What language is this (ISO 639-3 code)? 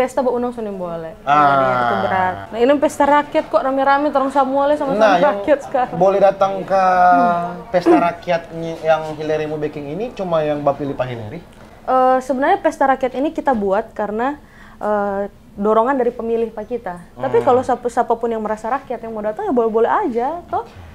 xmm